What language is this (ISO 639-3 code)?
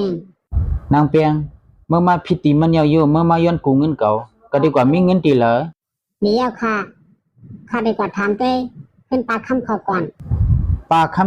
shn